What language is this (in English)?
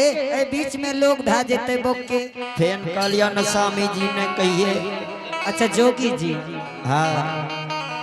Angika